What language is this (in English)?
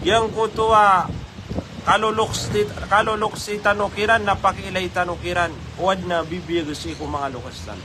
Maranao